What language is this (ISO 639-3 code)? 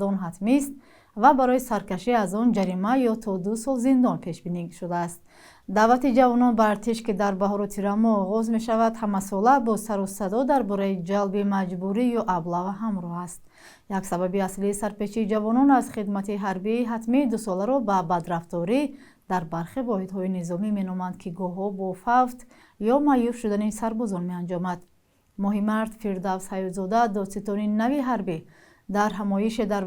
tgk